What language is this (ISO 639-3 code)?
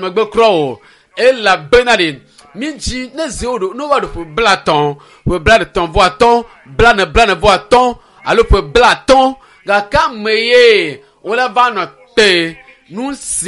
ewe